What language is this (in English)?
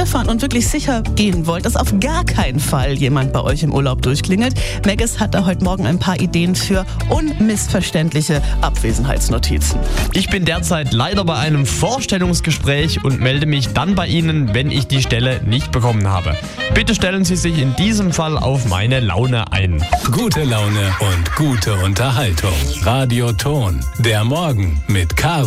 German